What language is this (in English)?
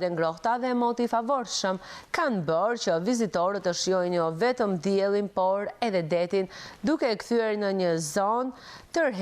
Albanian